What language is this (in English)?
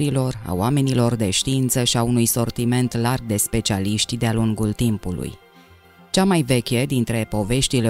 Romanian